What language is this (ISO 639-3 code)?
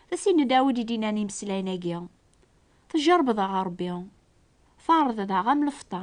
kab